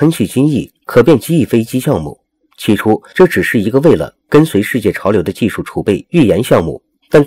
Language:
Chinese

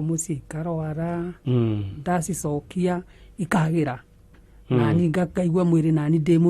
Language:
Kikuyu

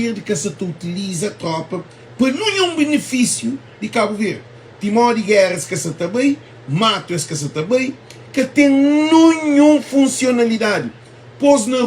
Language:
Kabuverdianu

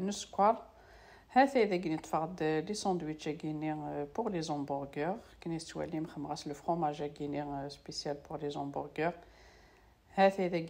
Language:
Kabyle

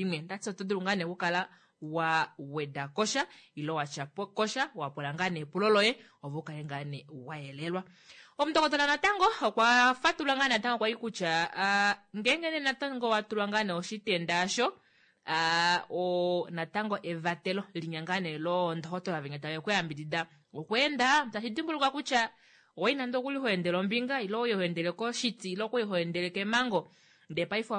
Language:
Kuanyama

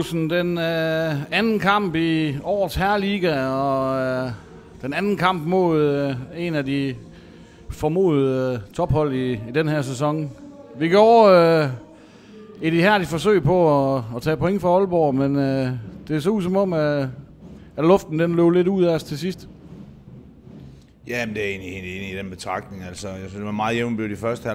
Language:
Danish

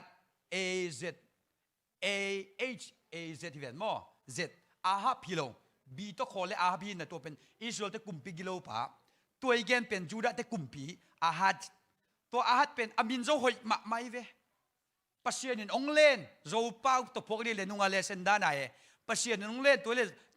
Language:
Tedim Chin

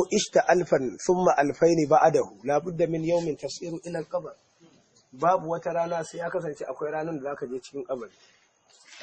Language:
Hausa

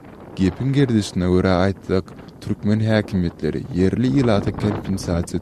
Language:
Turkmen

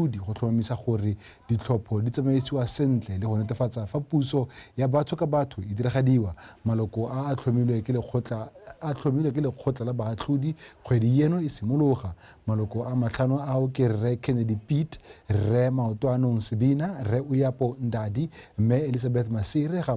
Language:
Tswana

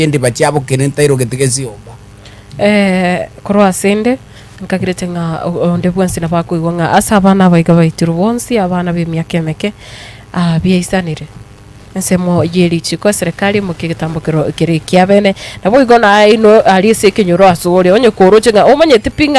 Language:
Gusii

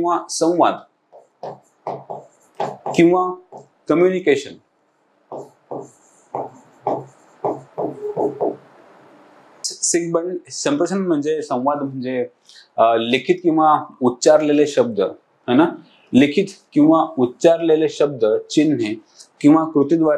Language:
Marathi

